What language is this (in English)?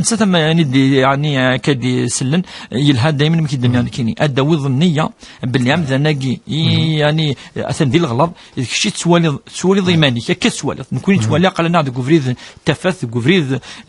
Kabyle